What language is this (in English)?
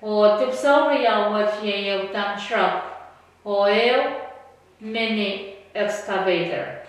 Pohnpeian